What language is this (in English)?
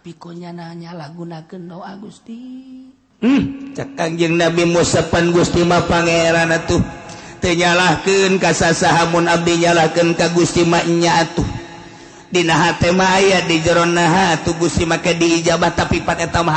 Sundanese